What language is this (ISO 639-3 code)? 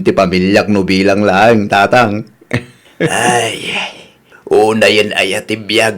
ilo